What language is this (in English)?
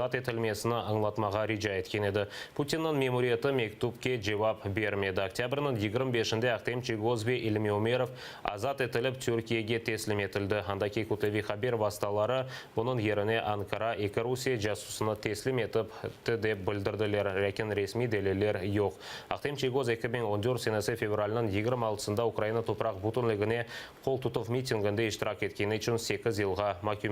Crimean Tatar